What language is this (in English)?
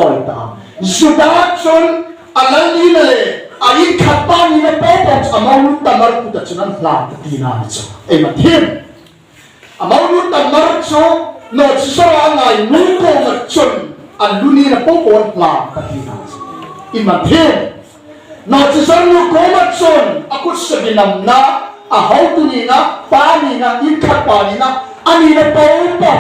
Hmar